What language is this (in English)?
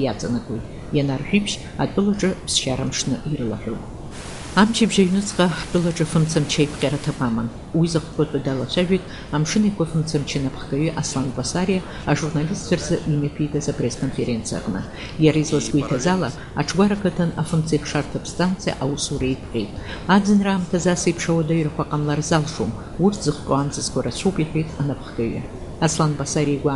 Abkhazian